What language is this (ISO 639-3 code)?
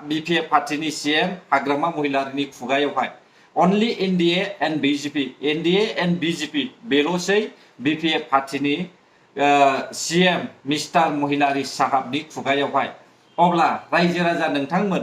brx